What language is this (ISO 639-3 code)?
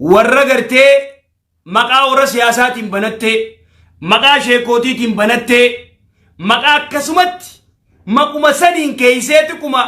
orm